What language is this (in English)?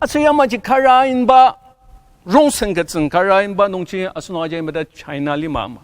Ao Naga